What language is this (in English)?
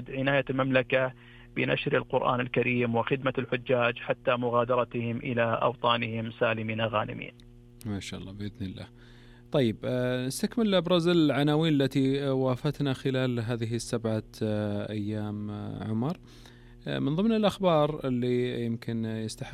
Arabic